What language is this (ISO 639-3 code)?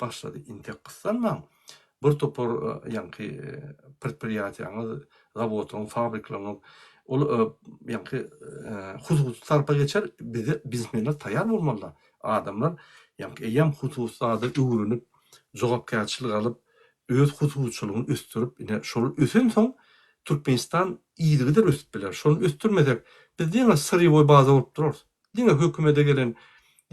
tuk